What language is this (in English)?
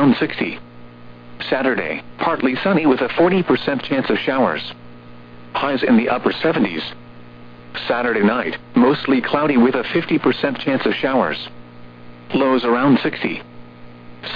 English